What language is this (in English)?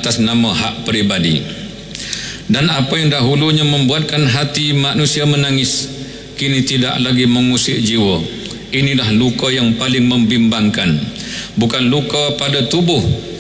Malay